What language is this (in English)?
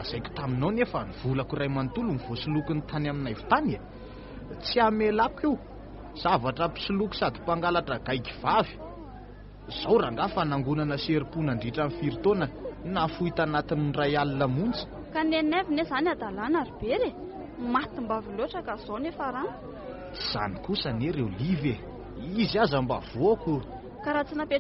Malagasy